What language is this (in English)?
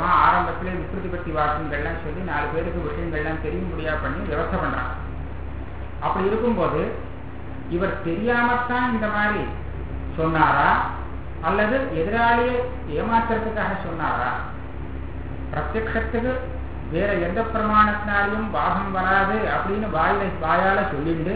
Tamil